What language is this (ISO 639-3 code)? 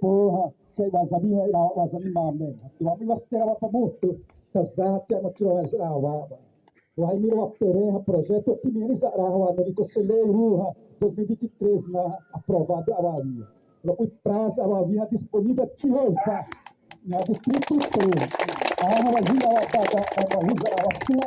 xav